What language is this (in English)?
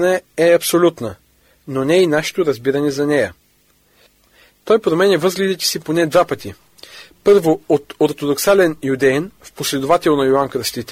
Bulgarian